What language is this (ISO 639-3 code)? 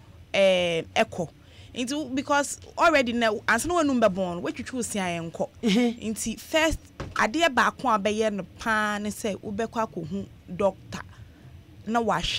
aka